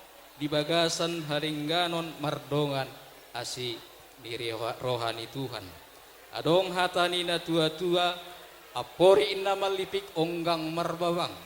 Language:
Batak Toba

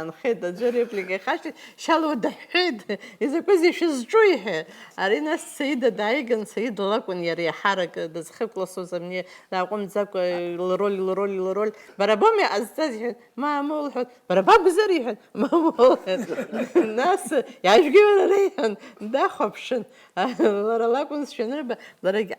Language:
Abkhazian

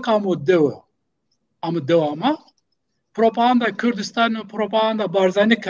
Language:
Zaza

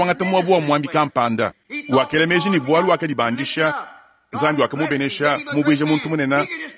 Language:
Luba-Lulua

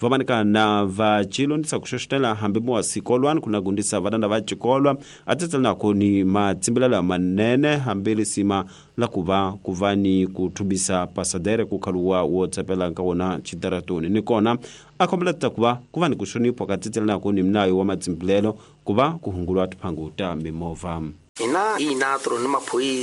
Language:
Tsonga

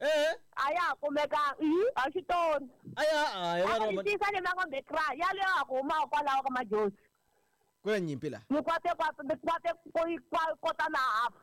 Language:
Tsonga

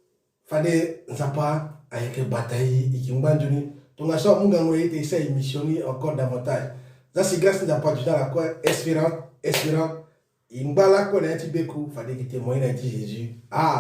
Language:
Sango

